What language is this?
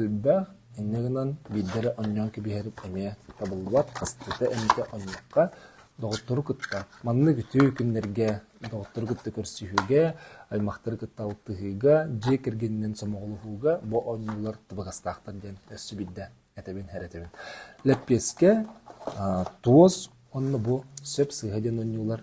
Yakut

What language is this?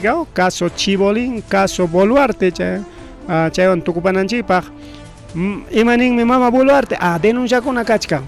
Ayacucho Quechua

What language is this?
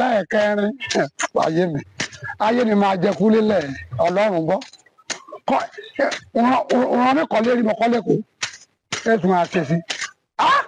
Yoruba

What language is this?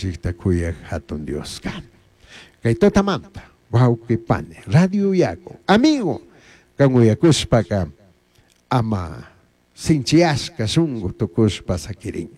Chimborazo Highland Quichua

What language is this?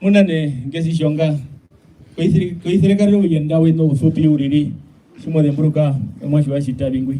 Herero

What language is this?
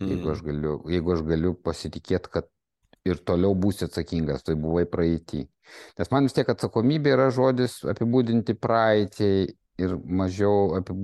Lithuanian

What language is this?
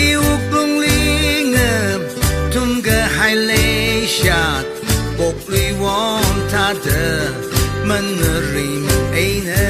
Tangkhul Naga (India)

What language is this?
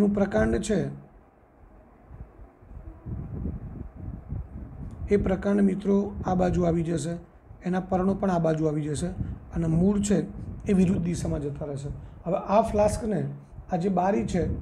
Gujarati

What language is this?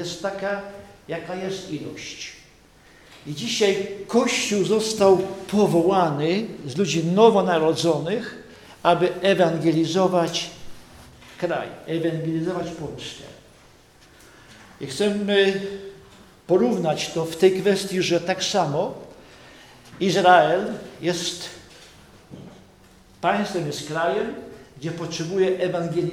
Polish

